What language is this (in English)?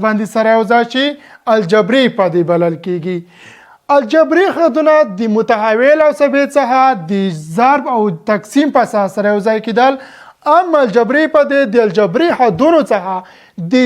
Pashto